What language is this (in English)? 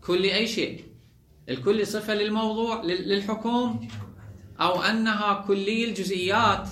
Mesopotamian Arabic